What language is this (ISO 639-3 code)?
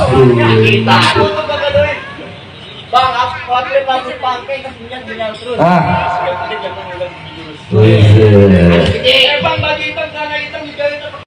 bew